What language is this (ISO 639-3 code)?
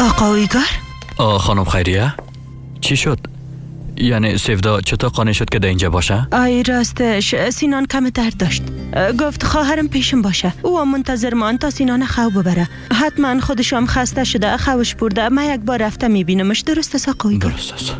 fas